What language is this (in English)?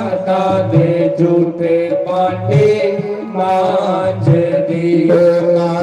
Dogri